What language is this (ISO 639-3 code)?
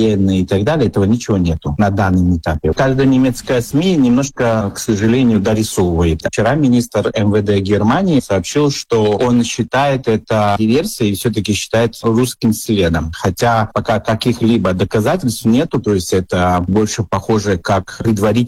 rus